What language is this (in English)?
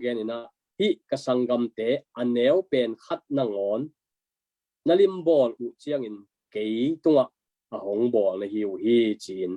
Tedim Chin